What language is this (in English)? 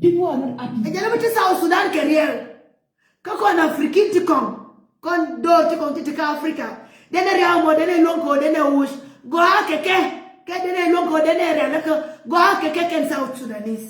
Nuer